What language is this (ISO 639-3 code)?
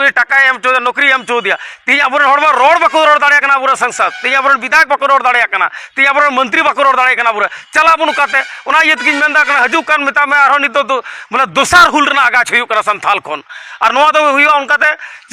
sat